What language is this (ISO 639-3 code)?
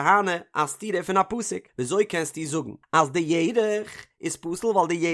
yid